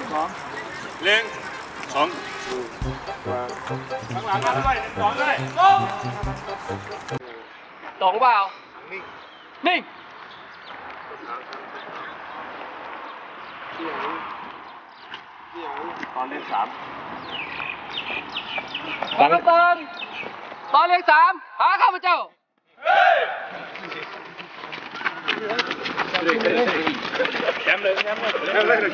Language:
Thai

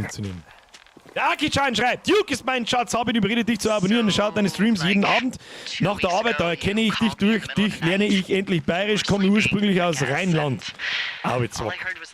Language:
Bavarian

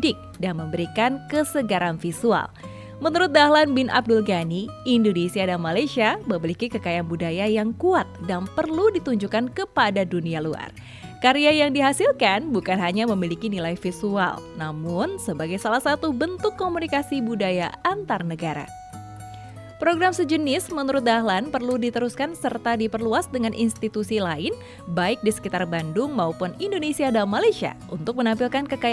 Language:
Indonesian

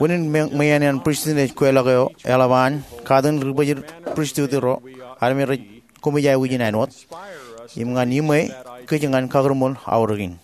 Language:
Marshallese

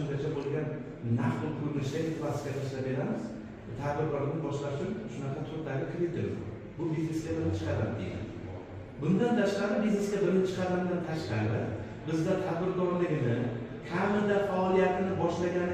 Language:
Uzbek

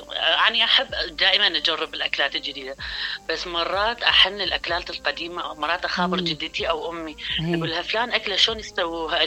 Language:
Mesopotamian Arabic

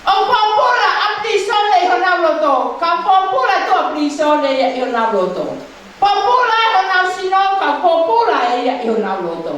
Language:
Tongan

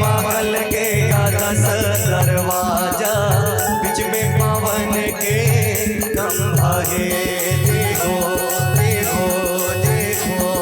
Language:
Chhattisgarhi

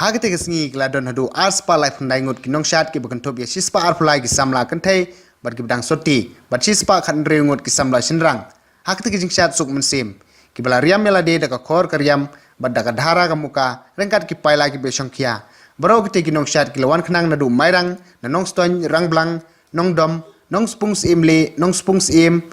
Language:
Khasi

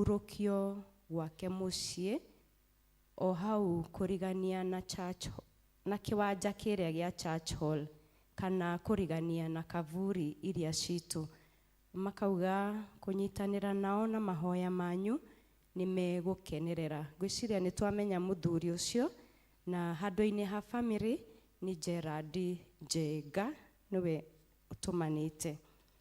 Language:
Kikuyu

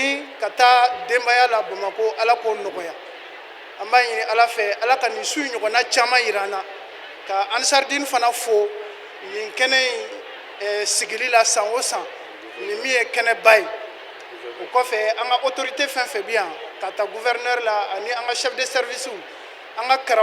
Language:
Bambara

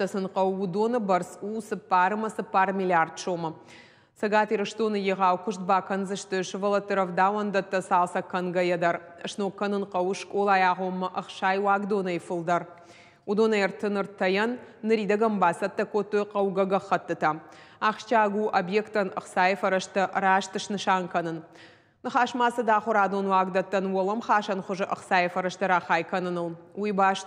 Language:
Ossetic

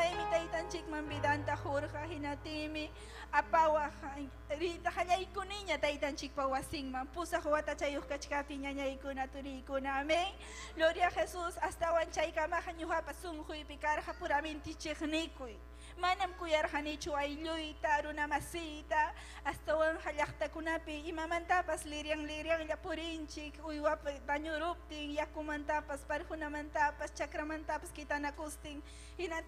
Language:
Ayacucho Quechua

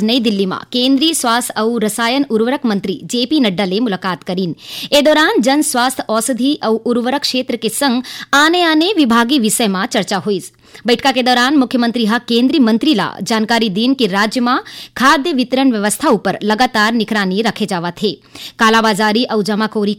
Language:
Chhattisgarhi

